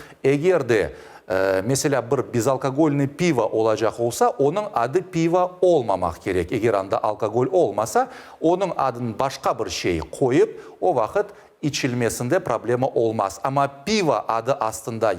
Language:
Crimean Tatar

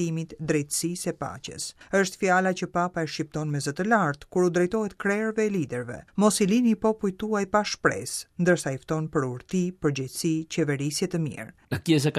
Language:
Albanian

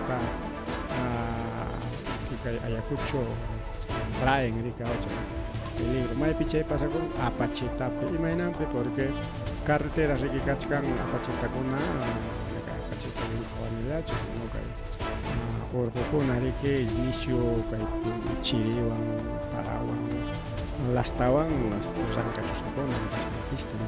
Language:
Ayacucho Quechua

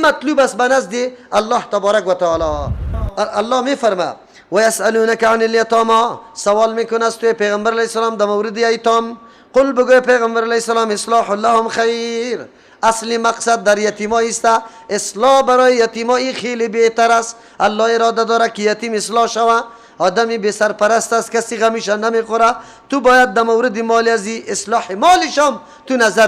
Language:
Persian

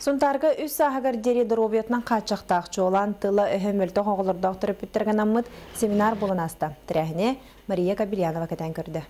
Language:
Yakut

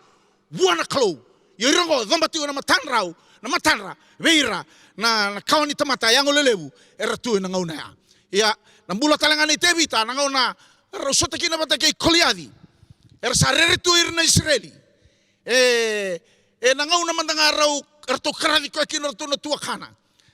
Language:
Fijian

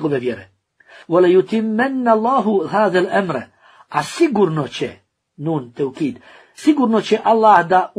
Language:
Bosnian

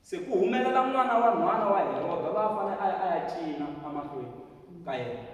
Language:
Tsonga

